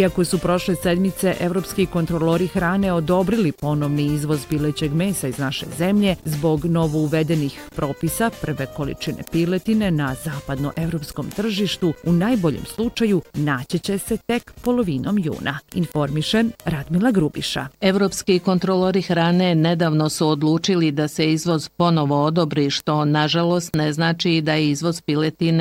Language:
Bosnian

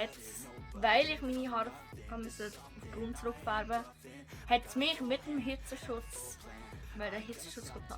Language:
Swiss German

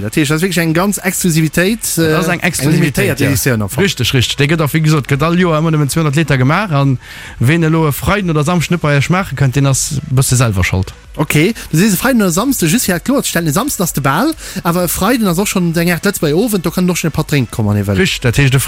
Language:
Luxembourgish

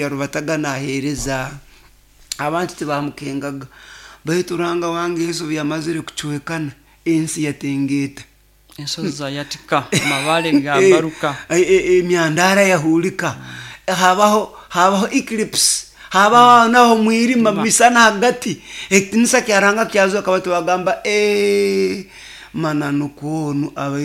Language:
Nyoro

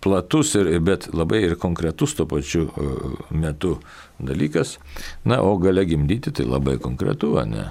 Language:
Lithuanian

